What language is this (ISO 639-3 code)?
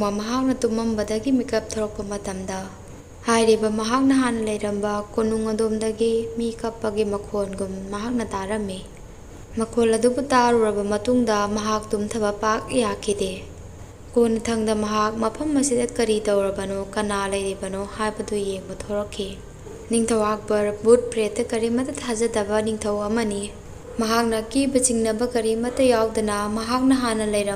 mni